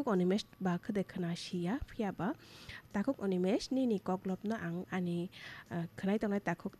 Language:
Kok Borok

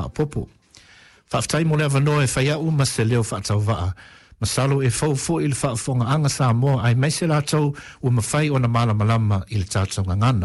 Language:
Samoan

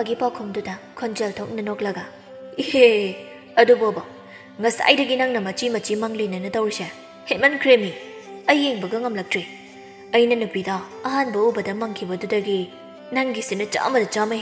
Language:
Manipuri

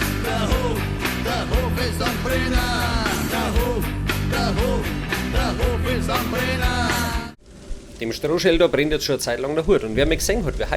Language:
Bavarian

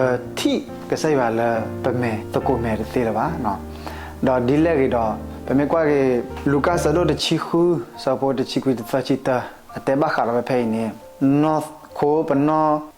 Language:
S'gaw Karen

